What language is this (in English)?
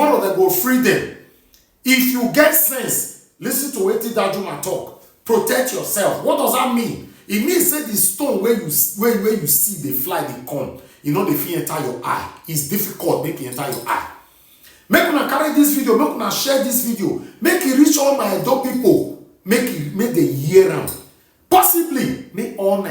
Nigerian Pidgin